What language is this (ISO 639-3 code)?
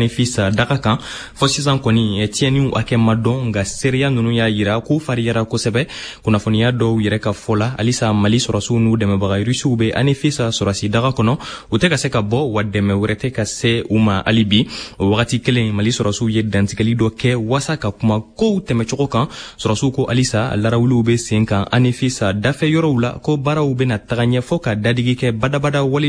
bam